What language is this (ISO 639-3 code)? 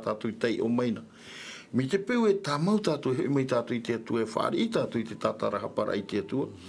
tah